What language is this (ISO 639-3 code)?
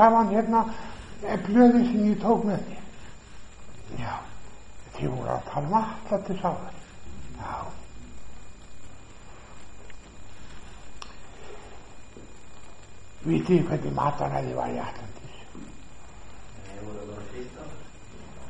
isl